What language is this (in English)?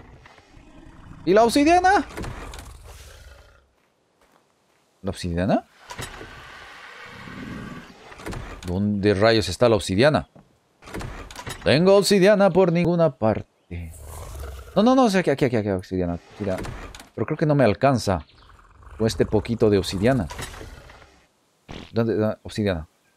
Spanish